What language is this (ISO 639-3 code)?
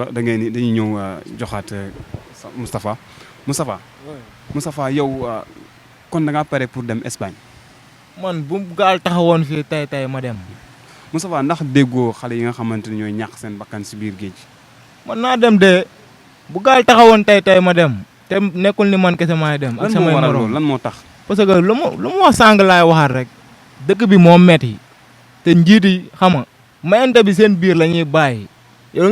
wol